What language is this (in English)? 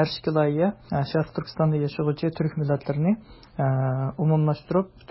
Uyghur